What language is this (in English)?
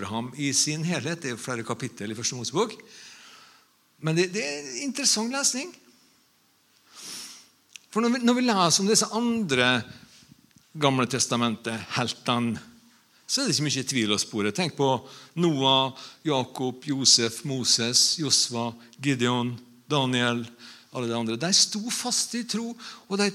Norwegian